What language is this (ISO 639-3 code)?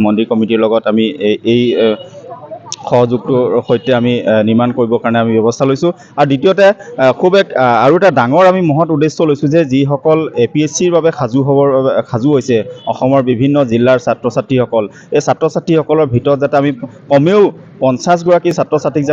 asm